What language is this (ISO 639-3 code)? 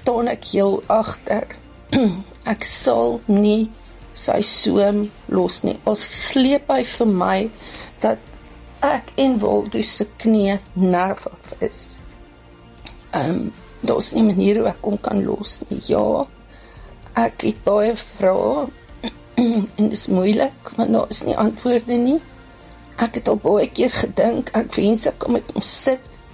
afr